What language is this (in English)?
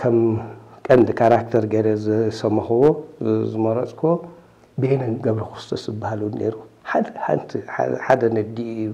Tigrinya